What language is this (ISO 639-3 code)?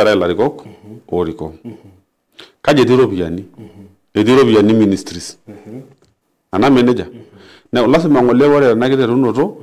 mas